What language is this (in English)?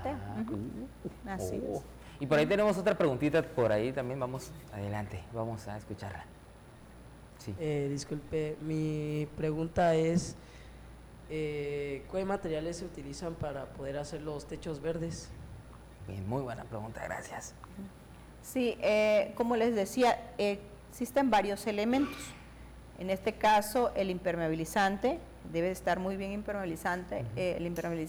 Spanish